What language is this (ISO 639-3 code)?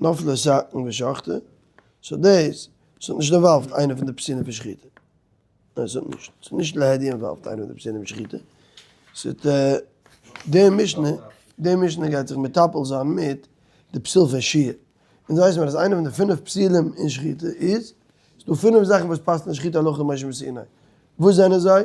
yid